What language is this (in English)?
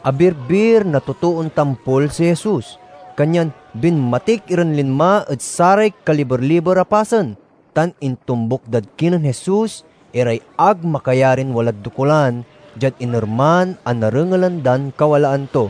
Pangasinan